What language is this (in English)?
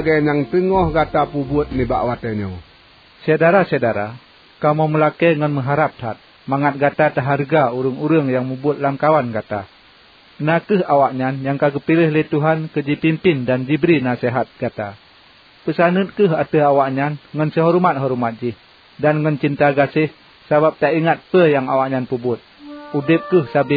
Achinese